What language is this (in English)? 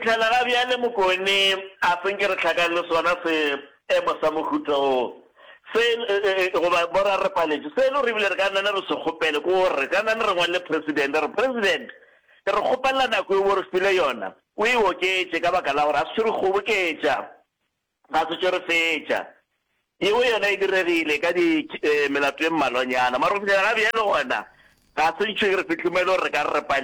Northern Sotho